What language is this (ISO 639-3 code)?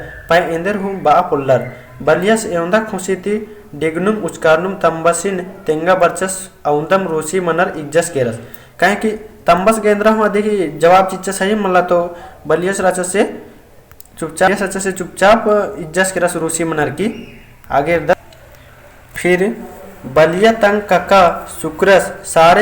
kru